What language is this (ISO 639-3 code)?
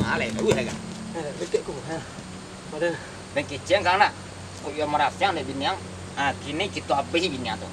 min